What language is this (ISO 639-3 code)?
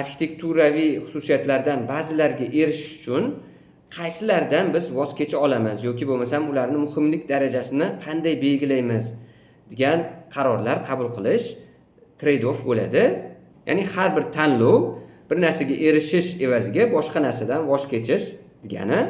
uzb